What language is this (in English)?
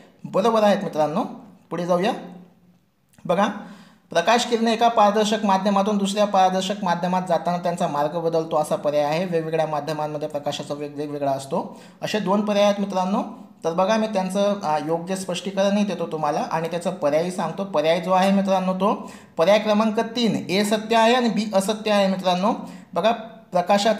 Marathi